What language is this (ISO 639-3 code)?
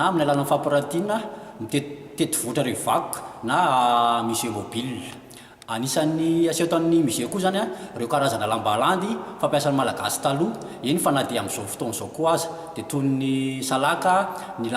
mlg